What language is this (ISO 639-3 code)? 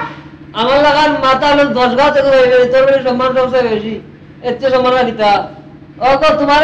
syl